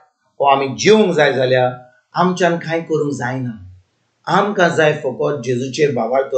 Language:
Konkani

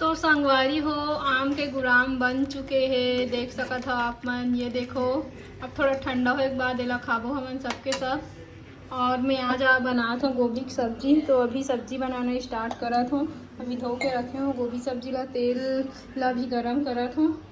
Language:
Chhattisgarhi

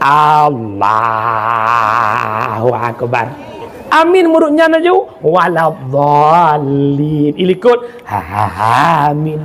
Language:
Achinese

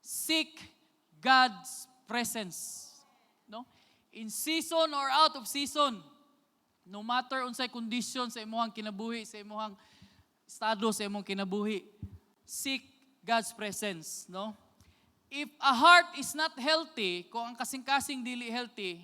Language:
Cebuano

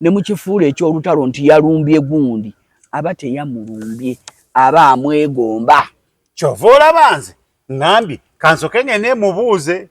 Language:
Ganda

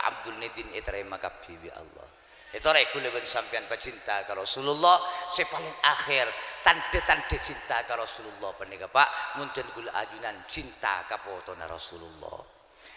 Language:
Madurese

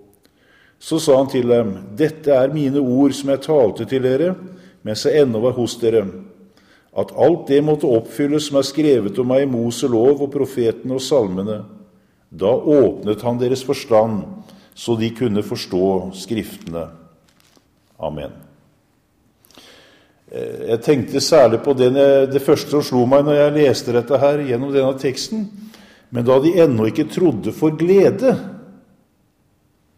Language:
Norwegian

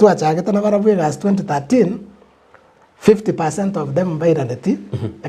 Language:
Gusii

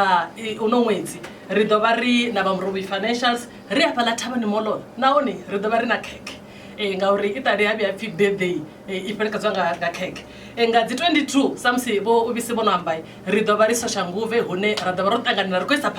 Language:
Venda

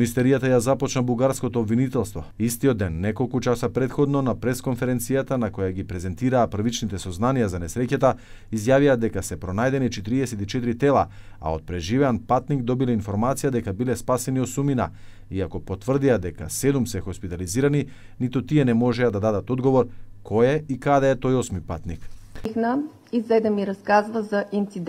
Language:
Macedonian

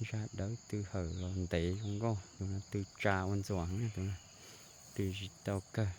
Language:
Hmong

